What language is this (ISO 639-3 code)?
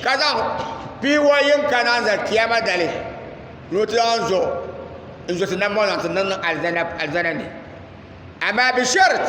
dag